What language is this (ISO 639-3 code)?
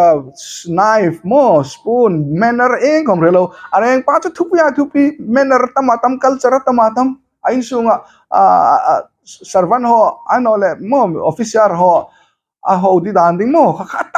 hmr